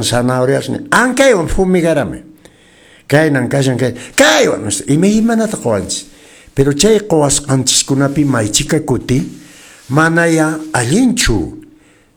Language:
Quechua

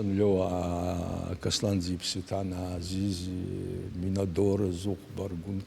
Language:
Abkhazian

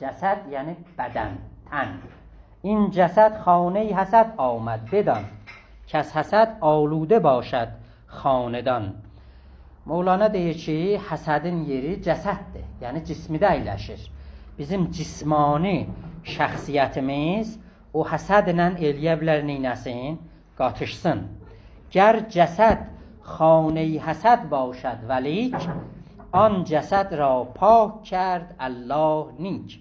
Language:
South Azerbaijani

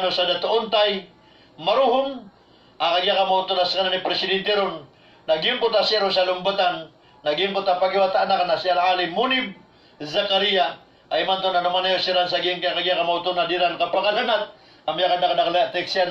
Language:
Maranao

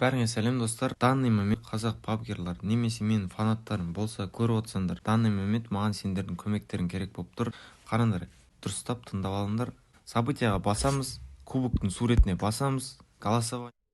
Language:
Kara-Kalpak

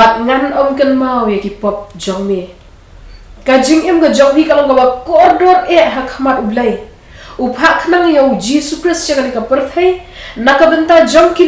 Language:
Khasi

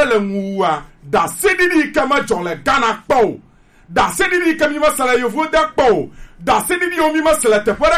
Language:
Gen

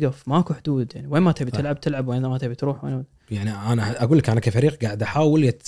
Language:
Gulf Arabic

